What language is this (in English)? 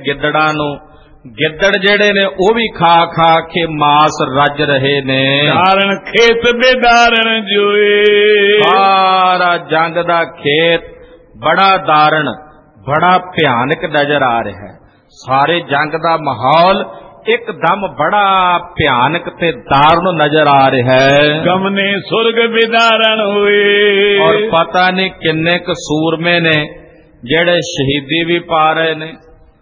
Punjabi